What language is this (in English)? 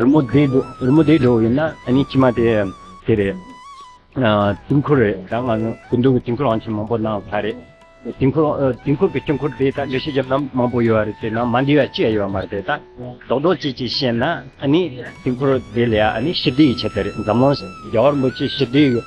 Tibetan